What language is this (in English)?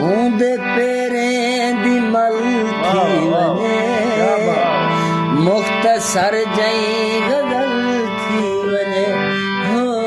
Saraiki